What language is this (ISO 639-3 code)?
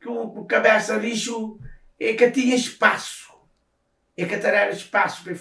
kea